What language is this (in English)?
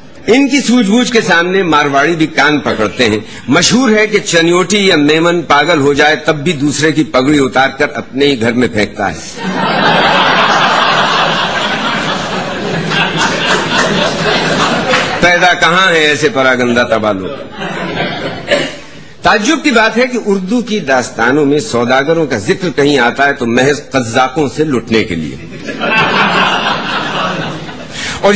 Urdu